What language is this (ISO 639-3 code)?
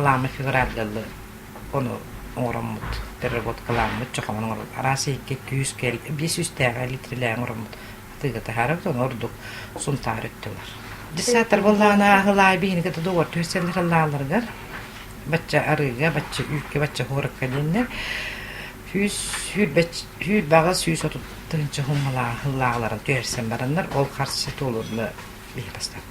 sah